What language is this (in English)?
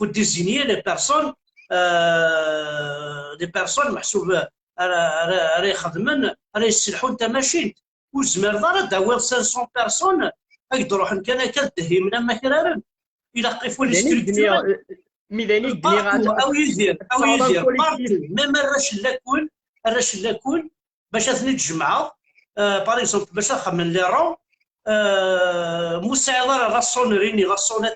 Kabyle